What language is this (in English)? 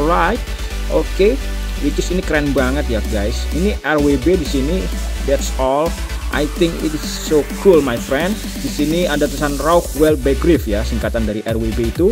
Indonesian